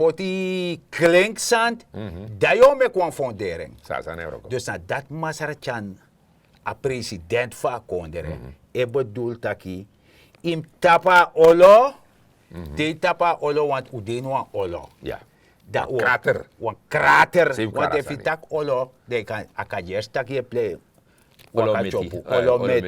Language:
Sranan Tongo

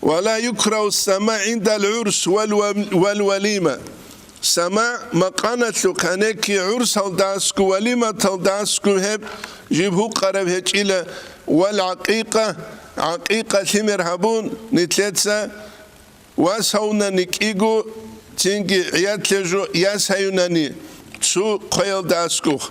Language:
Avaric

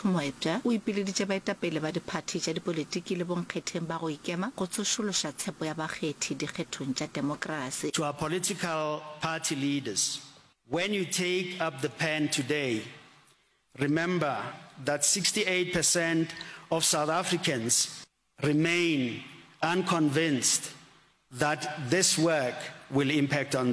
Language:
Northern Sotho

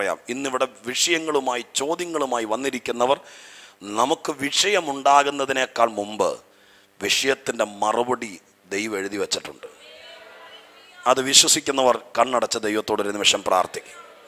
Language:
Malayalam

